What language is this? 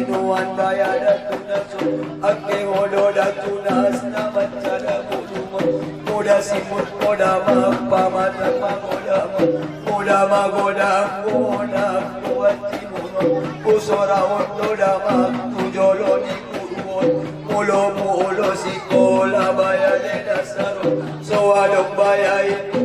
Batak Angkola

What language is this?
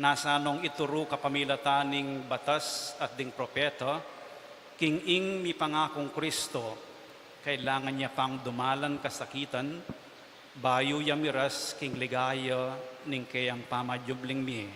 Pampanga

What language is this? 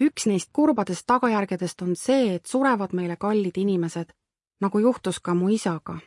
Estonian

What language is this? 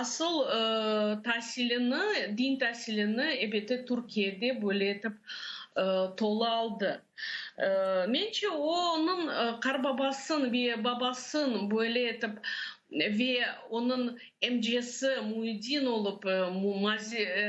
Crimean Tatar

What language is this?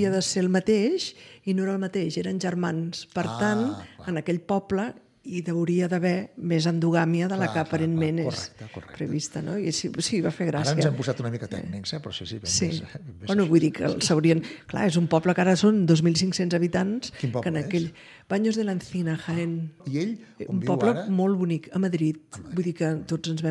Catalan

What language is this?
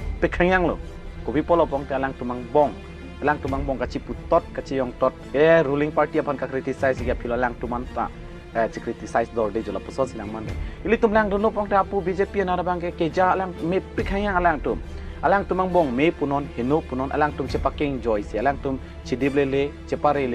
Karbi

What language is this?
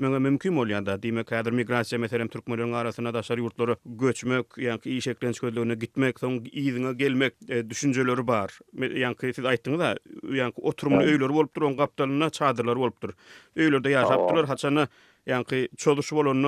Turkmen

